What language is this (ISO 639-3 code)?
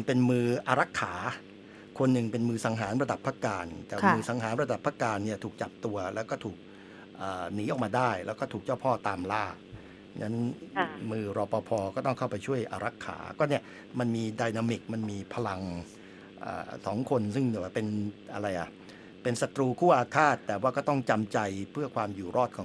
tha